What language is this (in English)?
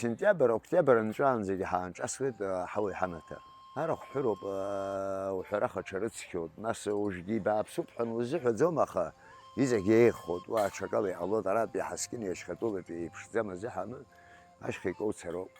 Abkhazian